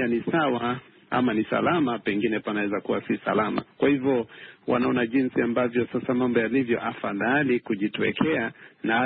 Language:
Swahili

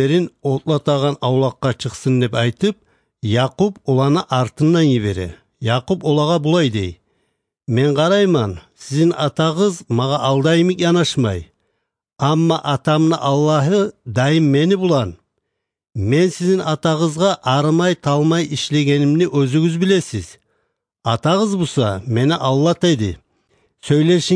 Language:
Kumyk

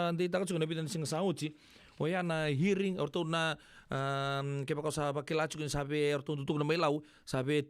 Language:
Fijian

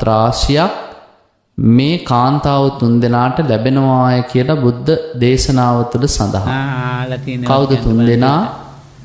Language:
Sinhala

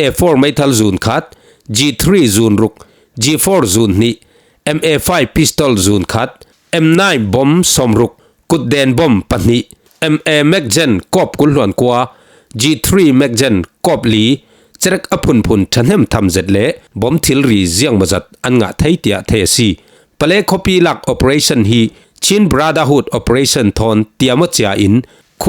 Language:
Falam Chin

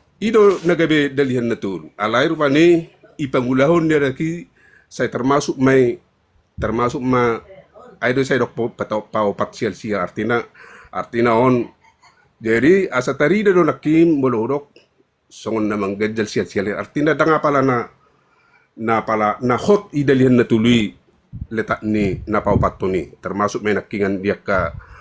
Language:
Batak Toba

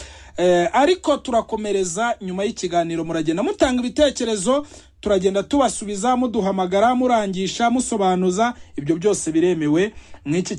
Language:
Kinyarwanda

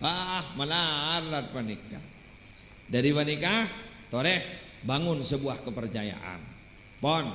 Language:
Madurese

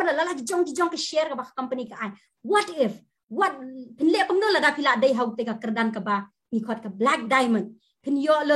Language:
Khasi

